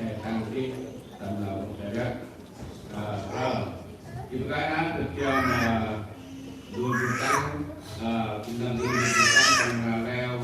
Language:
Central Mnong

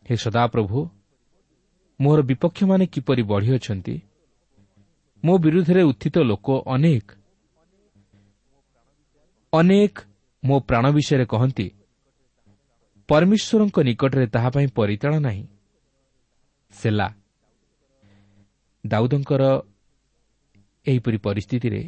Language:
Odia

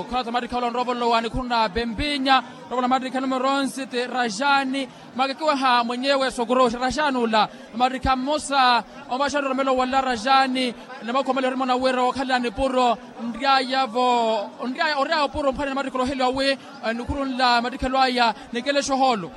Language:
Makhuwa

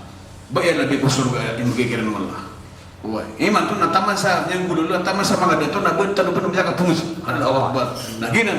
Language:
Maranao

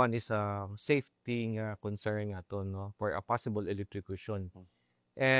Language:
Hiligaynon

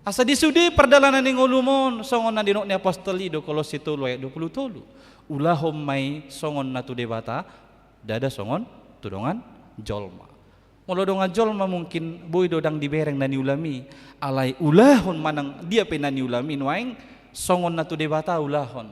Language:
Batak Toba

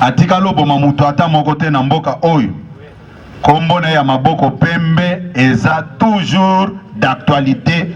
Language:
Lingala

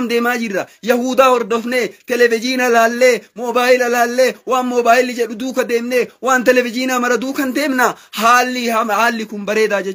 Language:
Oromo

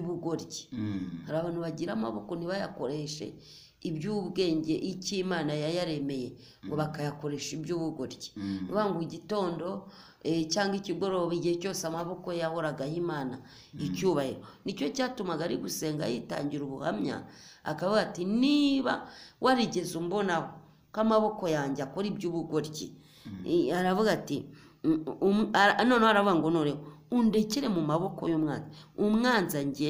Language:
Kinyarwanda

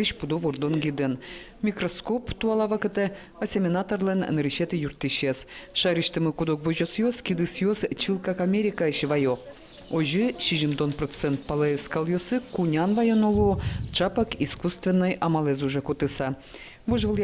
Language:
Udmurt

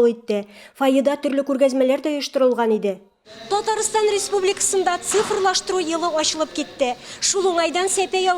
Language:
Tatar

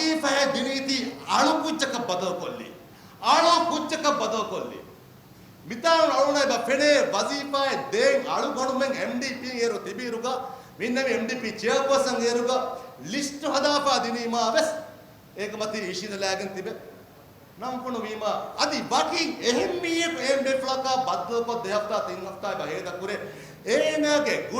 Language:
Divehi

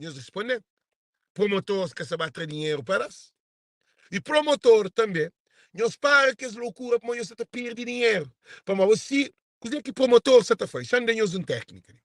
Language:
Kabuverdianu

